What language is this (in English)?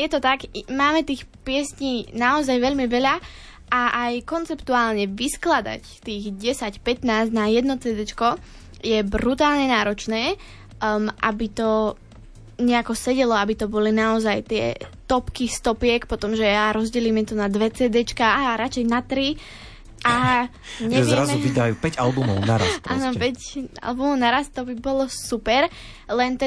Slovak